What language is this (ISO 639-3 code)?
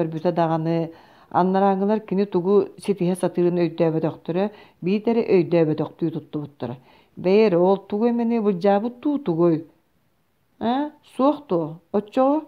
sah